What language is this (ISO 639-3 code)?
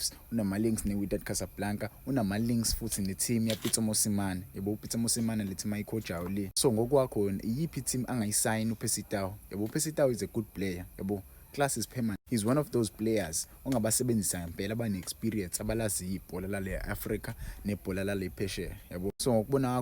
zul